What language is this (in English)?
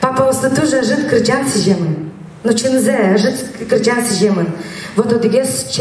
Udmurt